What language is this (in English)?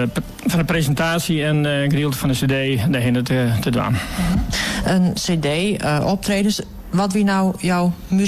Western Frisian